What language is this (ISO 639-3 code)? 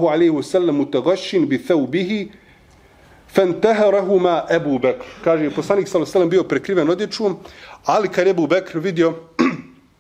bos